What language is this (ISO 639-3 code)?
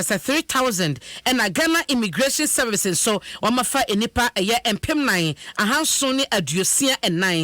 aka